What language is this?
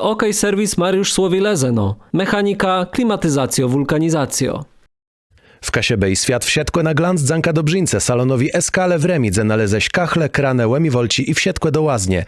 Kashubian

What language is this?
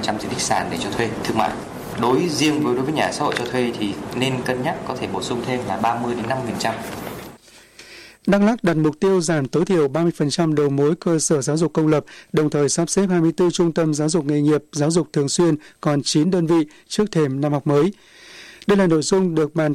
Vietnamese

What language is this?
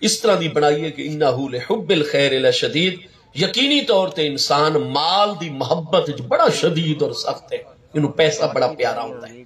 Saraiki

